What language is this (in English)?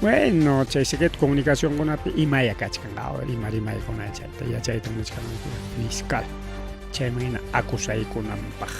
Ayacucho Quechua